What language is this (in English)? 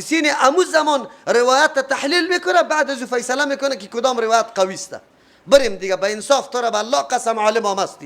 Persian